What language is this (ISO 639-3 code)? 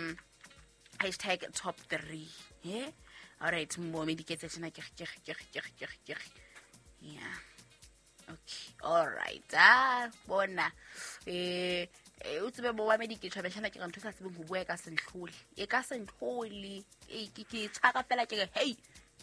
sot